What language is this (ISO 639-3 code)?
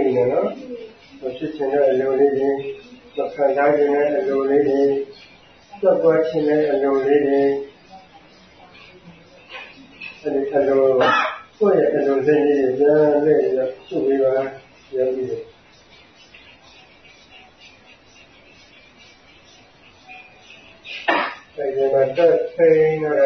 mya